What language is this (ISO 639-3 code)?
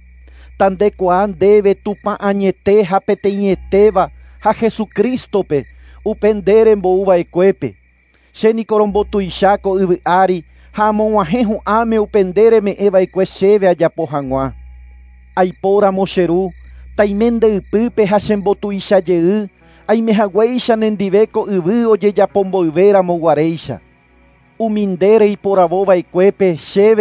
grn